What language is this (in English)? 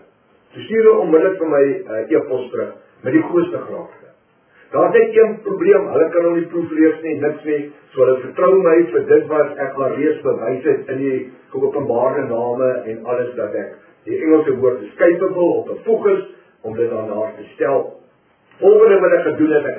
Afrikaans